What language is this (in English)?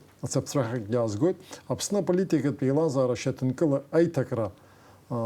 Abkhazian